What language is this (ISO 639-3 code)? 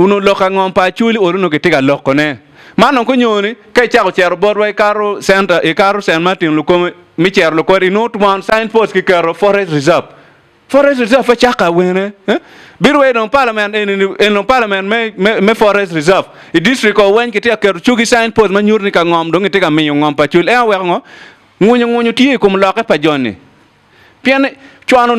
ach